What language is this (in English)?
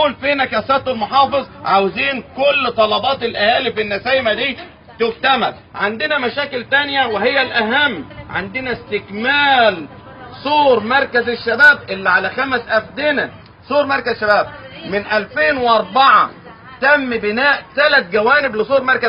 Egyptian Arabic